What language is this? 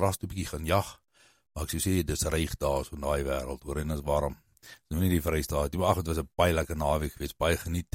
Afrikaans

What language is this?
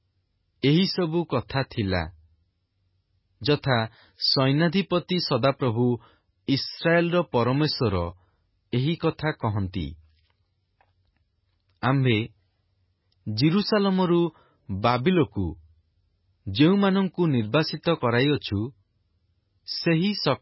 Odia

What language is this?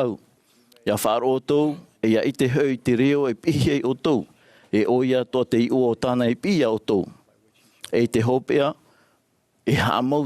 Tahitian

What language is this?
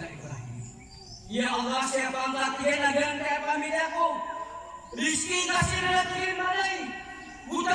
Maranao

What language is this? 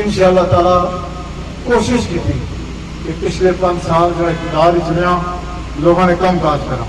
Pahari-Potwari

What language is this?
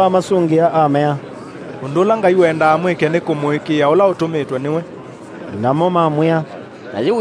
Kamba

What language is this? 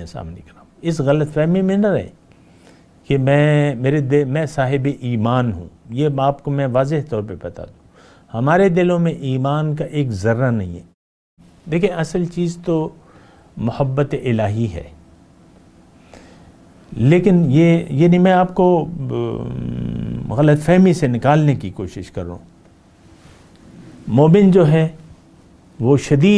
Urdu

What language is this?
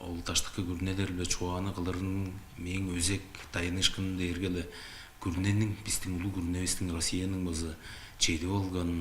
Tuvinian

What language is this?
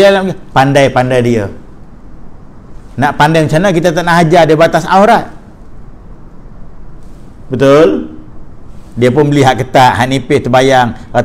Malay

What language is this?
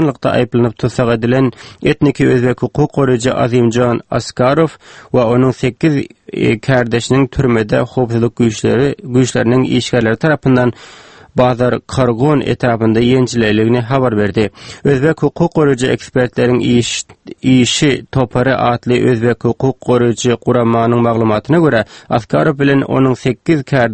Turkmen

